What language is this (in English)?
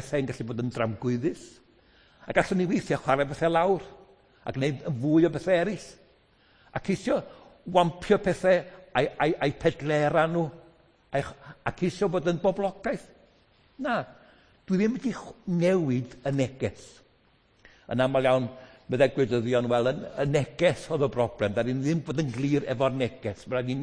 Welsh